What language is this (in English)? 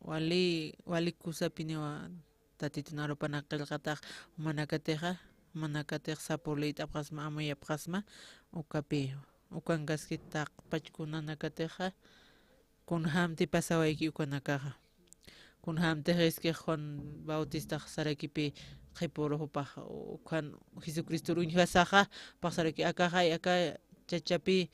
Aymara